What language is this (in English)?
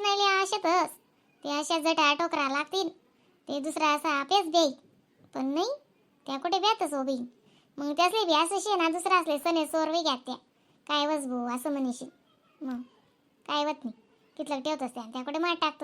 Khandesi